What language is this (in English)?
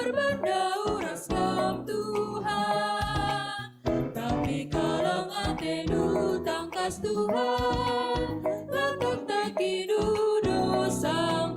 Batak Karo